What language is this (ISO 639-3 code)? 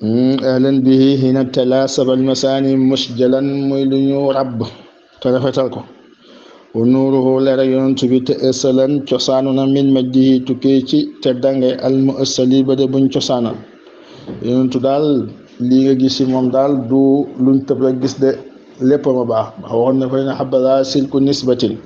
wol